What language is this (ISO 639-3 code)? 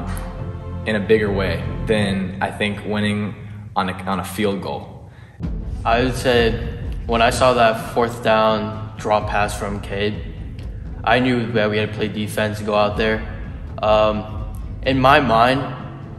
eng